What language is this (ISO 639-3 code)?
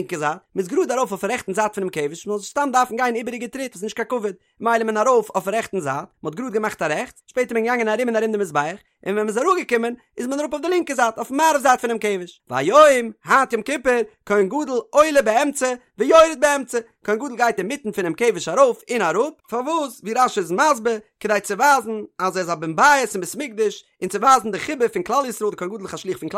yid